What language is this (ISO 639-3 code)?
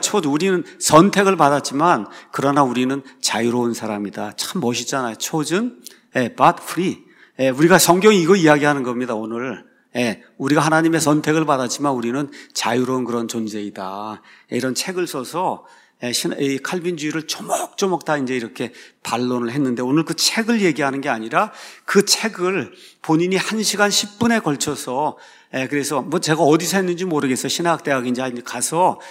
kor